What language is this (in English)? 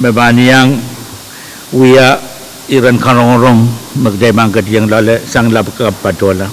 Pohnpeian